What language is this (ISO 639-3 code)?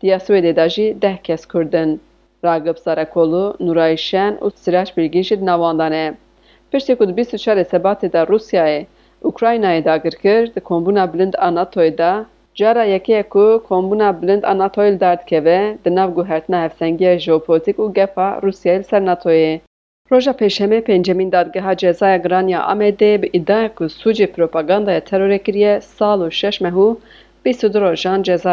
kur